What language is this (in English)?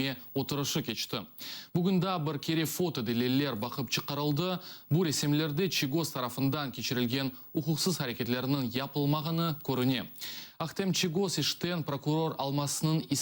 Crimean Tatar